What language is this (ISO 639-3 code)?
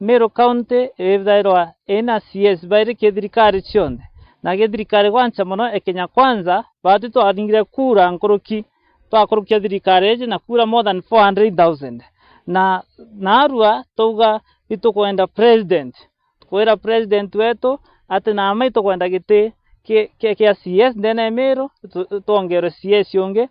mer